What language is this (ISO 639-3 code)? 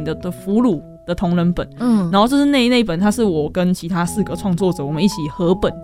zho